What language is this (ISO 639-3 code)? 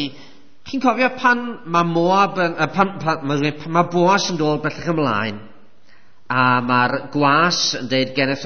cym